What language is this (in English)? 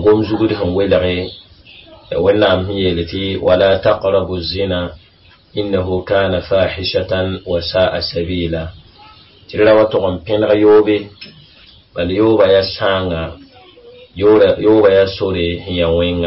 Mossi